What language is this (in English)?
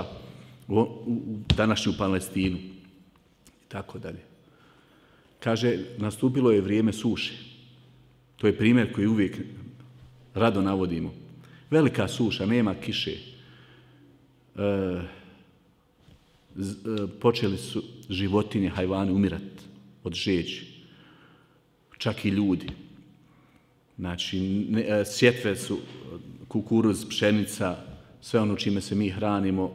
Bosnian